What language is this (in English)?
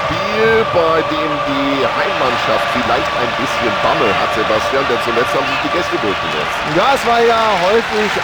Bavarian